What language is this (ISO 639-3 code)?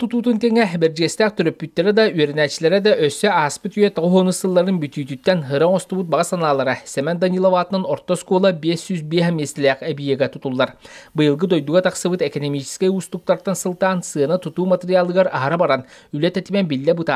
sah